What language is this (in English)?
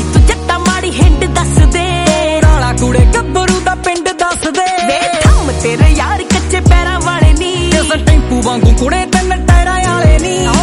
Punjabi